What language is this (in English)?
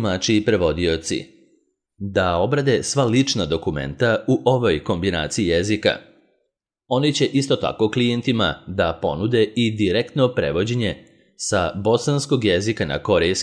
Serbian